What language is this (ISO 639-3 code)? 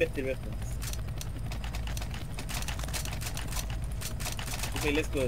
nor